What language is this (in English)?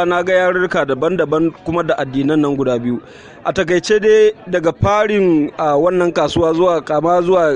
Hausa